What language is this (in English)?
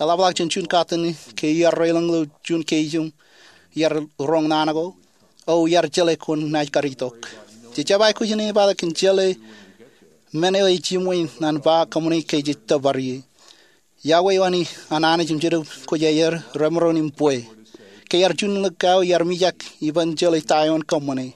Marshallese